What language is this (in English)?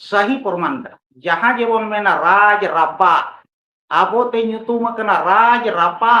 Santali